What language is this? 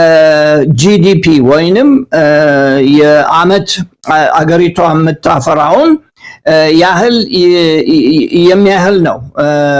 Amharic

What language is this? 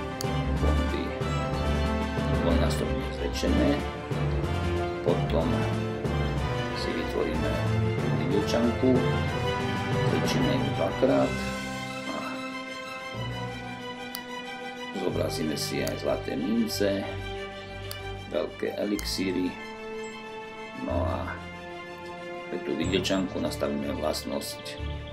Slovak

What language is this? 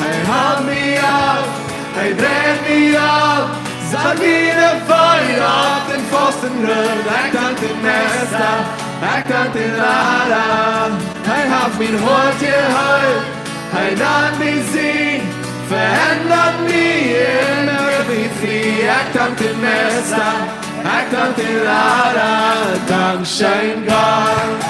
Plautdietsch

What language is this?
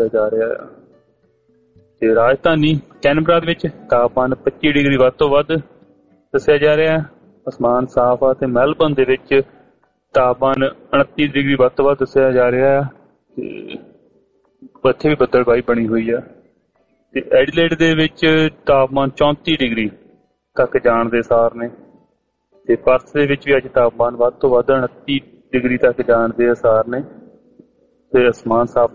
Punjabi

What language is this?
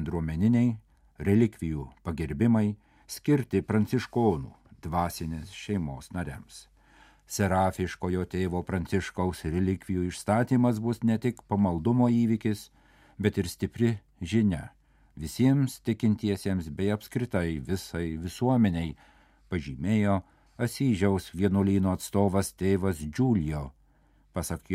Lithuanian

